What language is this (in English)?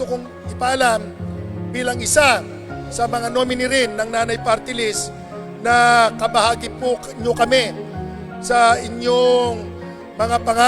Pampanga